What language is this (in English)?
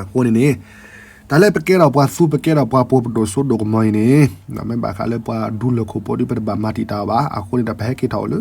S'gaw Karen